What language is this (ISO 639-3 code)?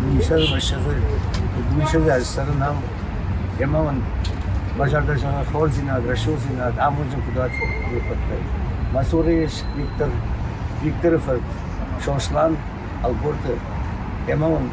oss